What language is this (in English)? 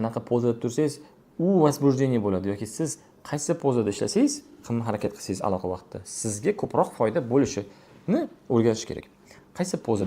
Uzbek